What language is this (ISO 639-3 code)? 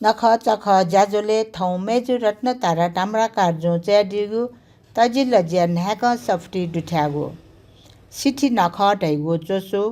new